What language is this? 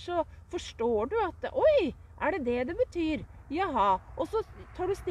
Norwegian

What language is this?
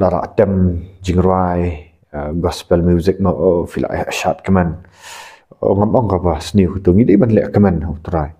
Khasi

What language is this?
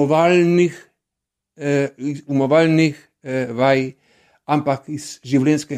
Slovenian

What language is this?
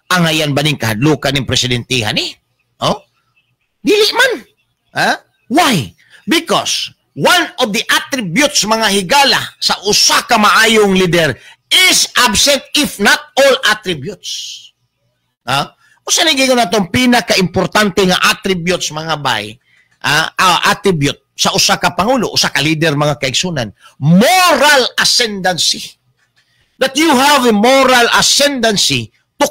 Cebuano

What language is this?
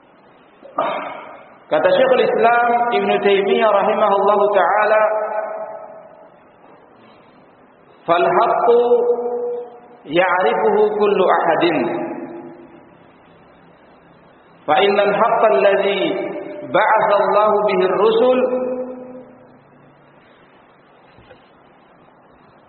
Indonesian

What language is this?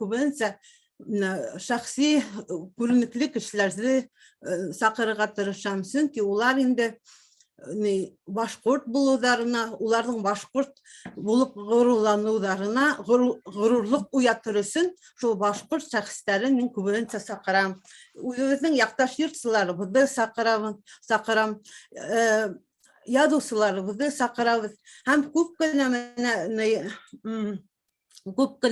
Bashkir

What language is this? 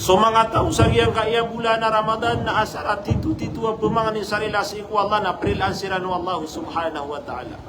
Maranao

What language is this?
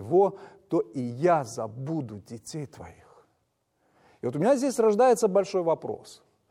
Russian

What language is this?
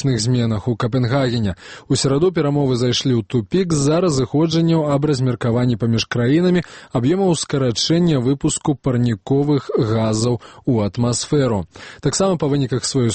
Belarusian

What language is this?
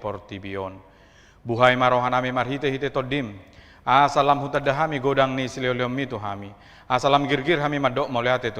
Batak Toba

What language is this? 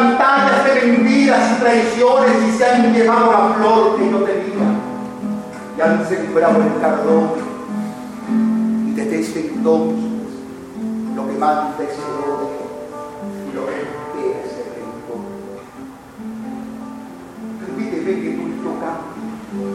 Spanish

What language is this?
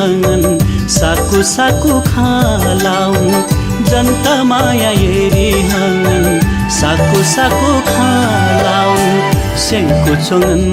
Newari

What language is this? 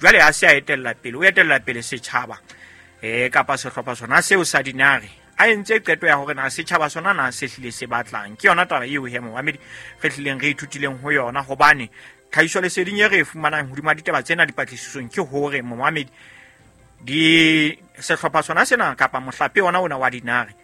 Southern Sotho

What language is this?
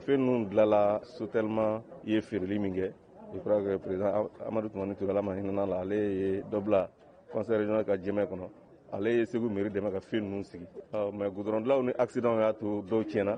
Bambara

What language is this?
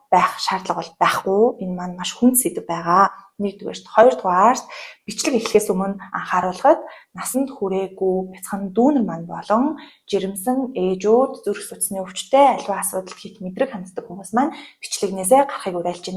Mongolian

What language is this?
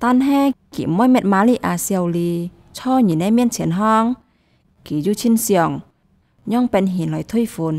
Hakka Chinese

